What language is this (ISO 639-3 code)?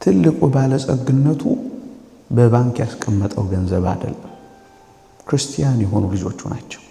amh